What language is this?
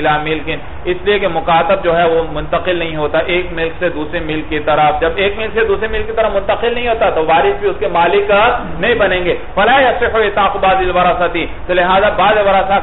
Urdu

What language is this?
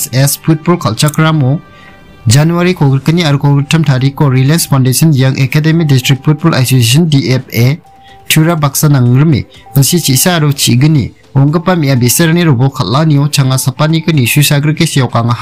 Garo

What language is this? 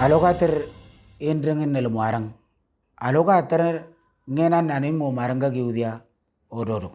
Moro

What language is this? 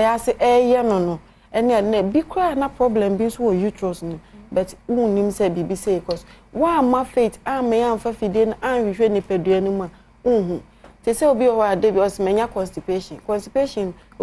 Akan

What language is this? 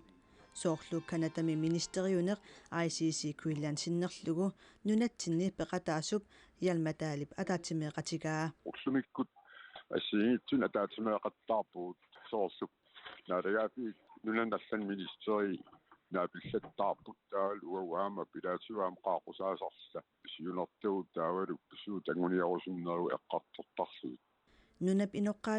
Kalaallisut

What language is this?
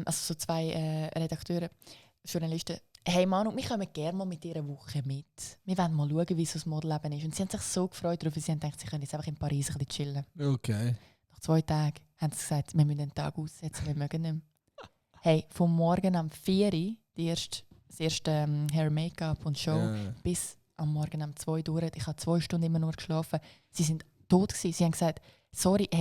Swiss German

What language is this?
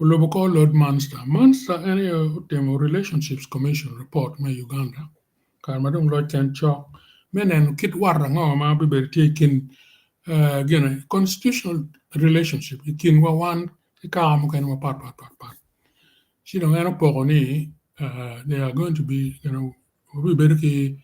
Acoli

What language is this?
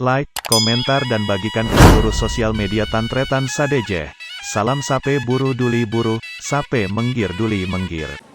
Madurese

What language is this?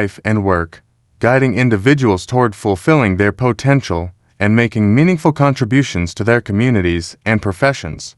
English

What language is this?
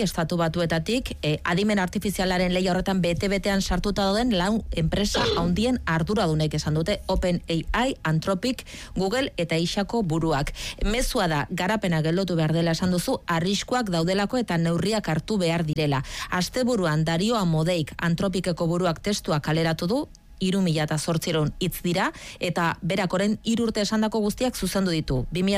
Basque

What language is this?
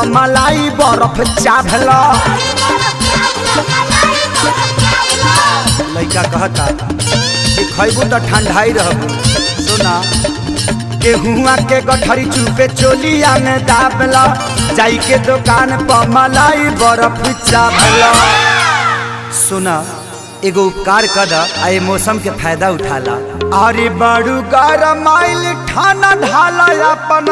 Bhojpuri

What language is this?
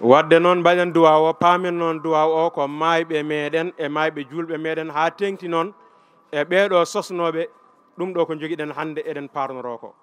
Fula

